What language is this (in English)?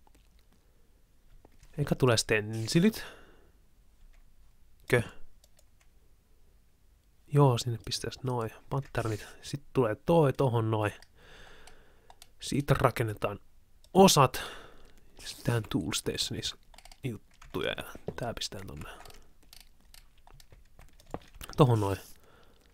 Finnish